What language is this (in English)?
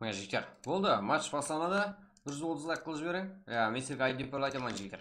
Kara-Kalpak